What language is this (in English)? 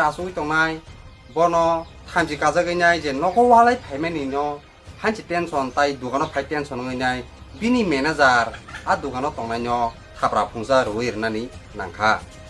Kok Borok